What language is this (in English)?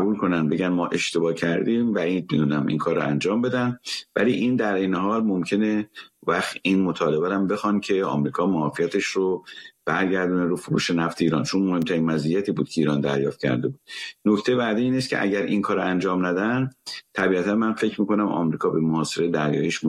Persian